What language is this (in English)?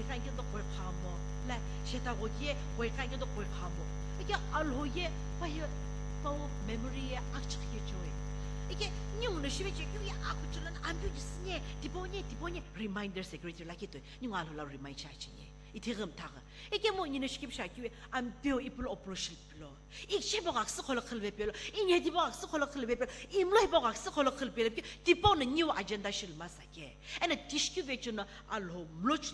Sumi Naga